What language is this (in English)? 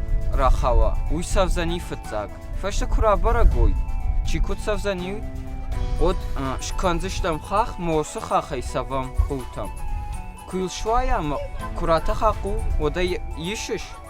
Ossetic